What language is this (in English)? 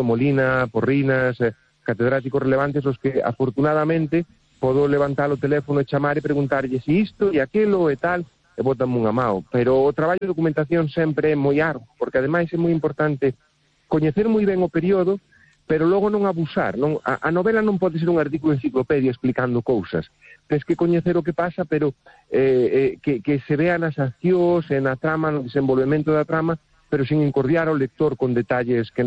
Galician